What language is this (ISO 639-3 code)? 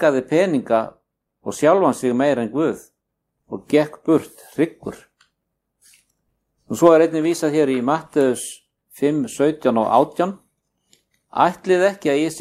isl